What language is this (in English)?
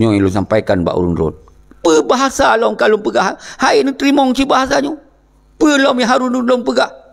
Achinese